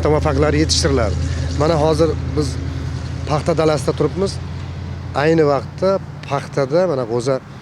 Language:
Uzbek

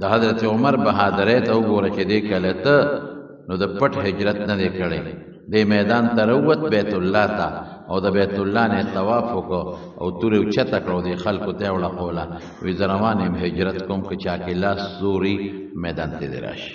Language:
Pashto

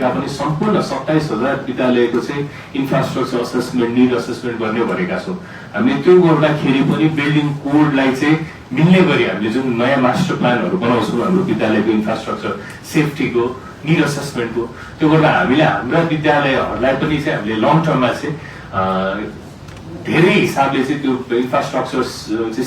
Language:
Nepali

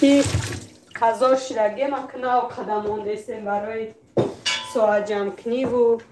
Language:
Tajik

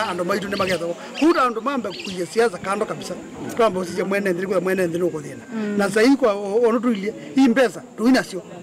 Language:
Kamba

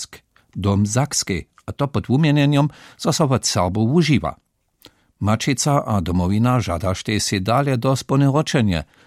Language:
Upper Sorbian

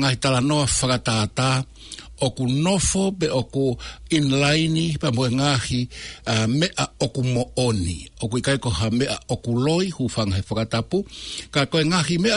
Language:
Tongan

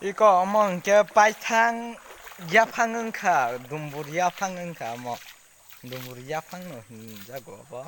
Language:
Kok Borok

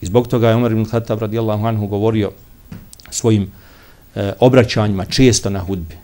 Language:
Bosnian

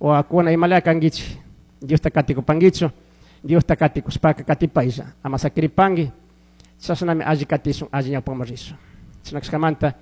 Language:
Chimborazo Highland Quichua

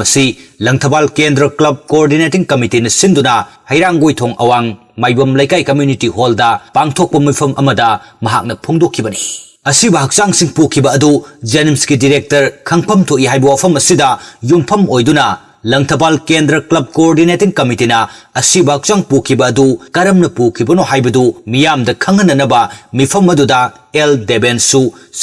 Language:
Manipuri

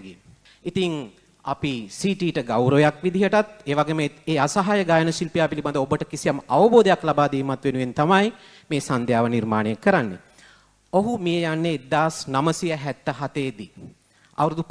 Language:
Sinhala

